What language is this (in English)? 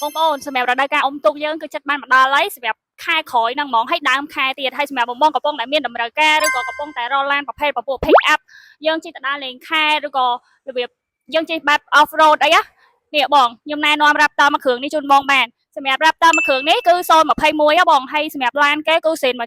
Khmer